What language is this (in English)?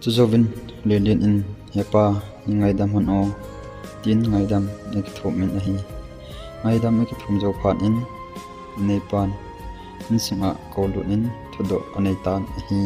Thado Chin